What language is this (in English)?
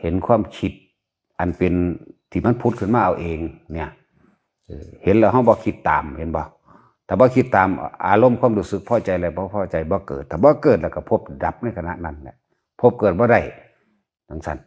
Northeastern Thai